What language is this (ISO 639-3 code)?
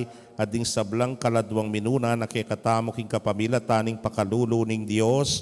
pam